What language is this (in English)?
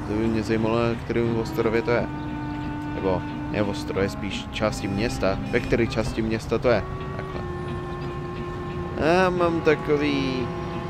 Czech